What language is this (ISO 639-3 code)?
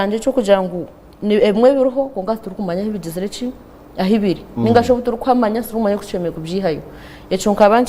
nyn